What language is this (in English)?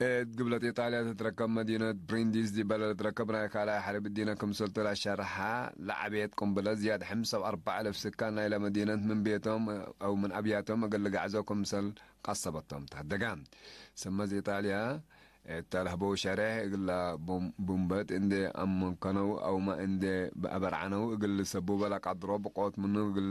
Tigre